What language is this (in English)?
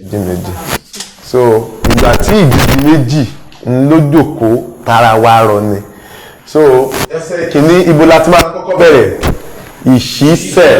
Yoruba